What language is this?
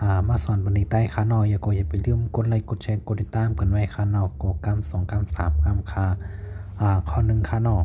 Shan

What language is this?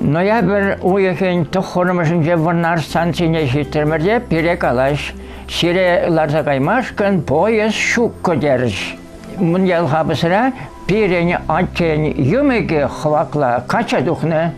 Chuvash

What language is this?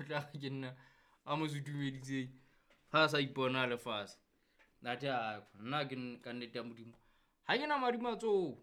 Southern Sotho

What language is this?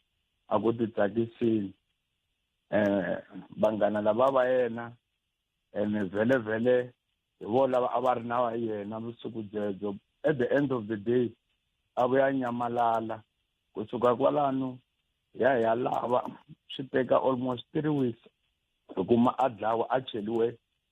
Tsonga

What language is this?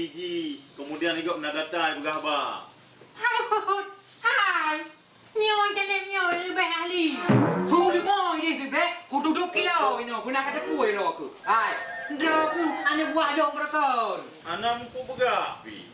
Achinese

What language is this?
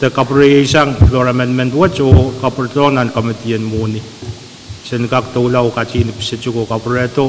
Pohnpeian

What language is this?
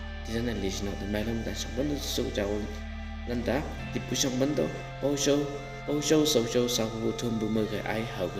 Chang Naga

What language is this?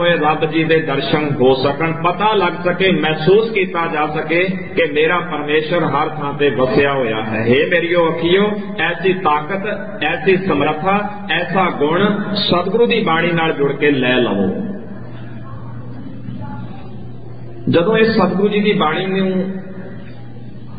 Punjabi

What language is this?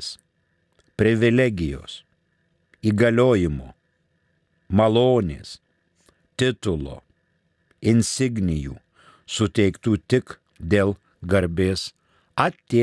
Lithuanian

